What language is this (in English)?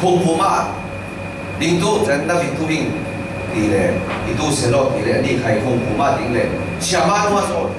Falam Chin